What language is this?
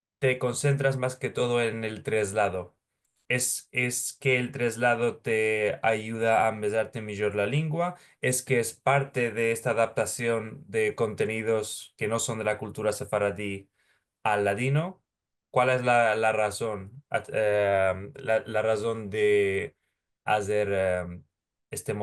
Ladino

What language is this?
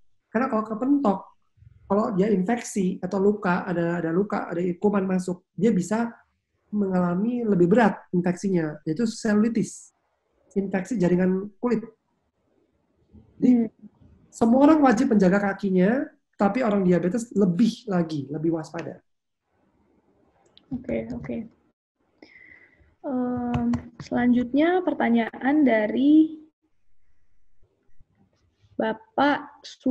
Indonesian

